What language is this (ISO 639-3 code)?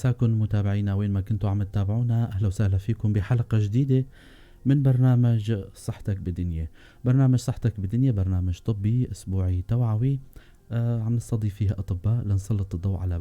apc